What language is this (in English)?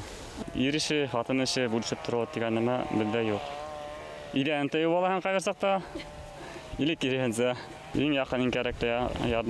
Bashkir